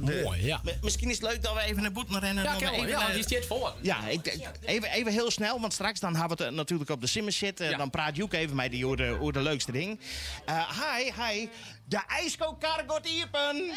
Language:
Western Frisian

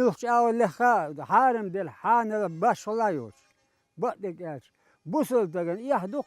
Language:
Chechen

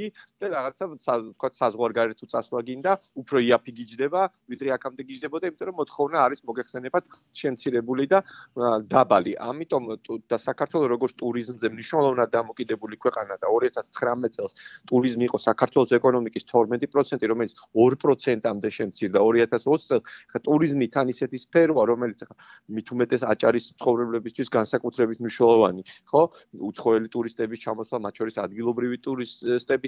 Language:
Georgian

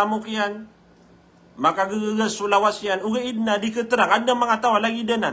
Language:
Maranao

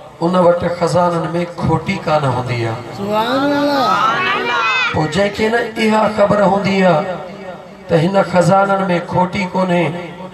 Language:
Sindhi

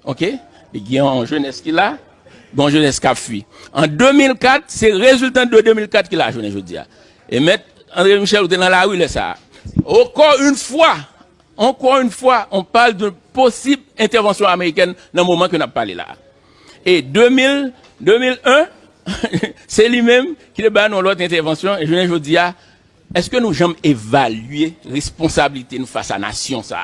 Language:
Haitian Creole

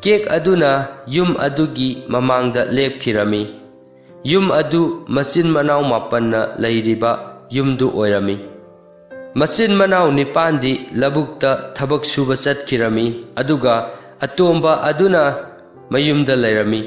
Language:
Manipuri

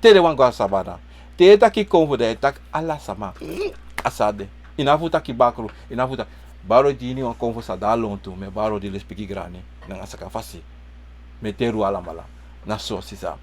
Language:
Sranan Tongo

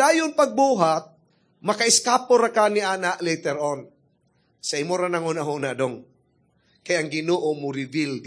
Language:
Cebuano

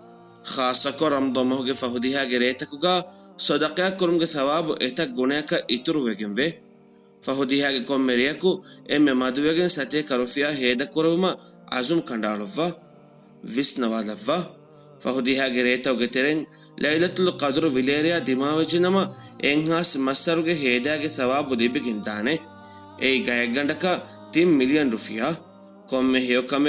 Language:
Divehi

